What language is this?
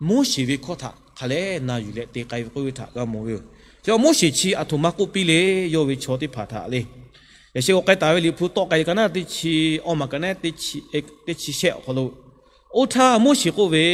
Lahu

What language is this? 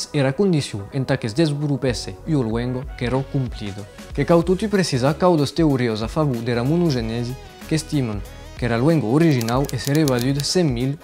Occitan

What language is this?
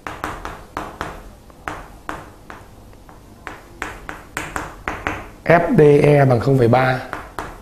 Vietnamese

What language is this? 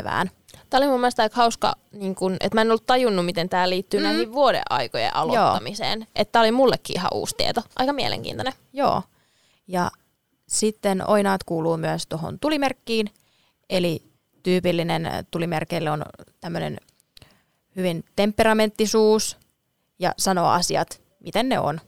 Finnish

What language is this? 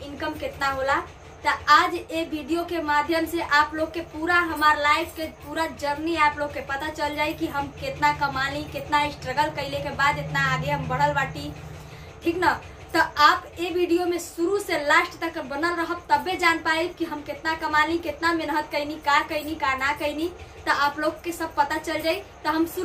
Bhojpuri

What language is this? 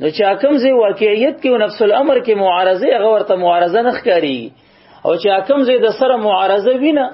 Pashto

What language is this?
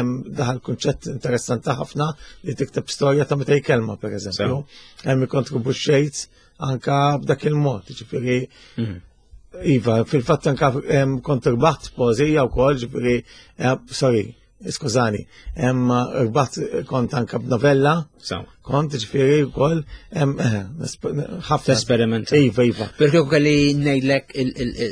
Maltese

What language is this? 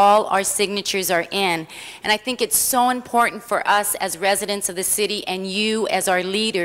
English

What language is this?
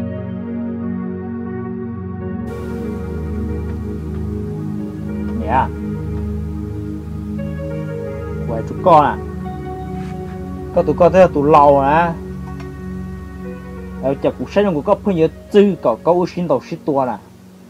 Vietnamese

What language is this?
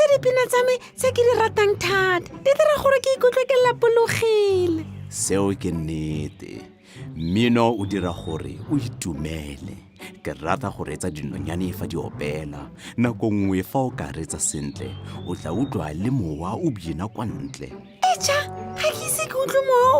Tswana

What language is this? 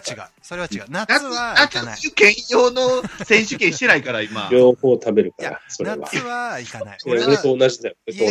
Japanese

